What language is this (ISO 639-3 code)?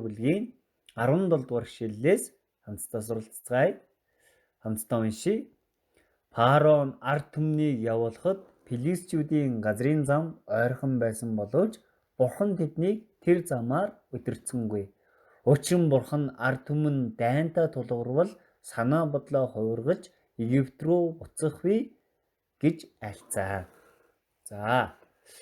mon